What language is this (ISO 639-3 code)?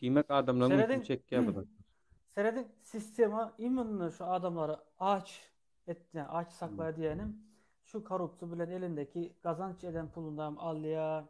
tuk